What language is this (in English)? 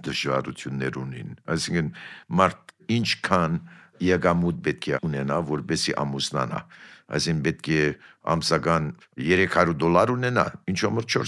Armenian